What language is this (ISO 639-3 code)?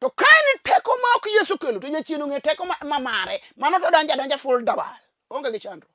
luo